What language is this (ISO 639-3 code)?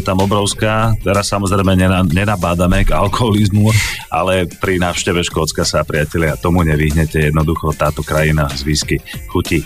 slk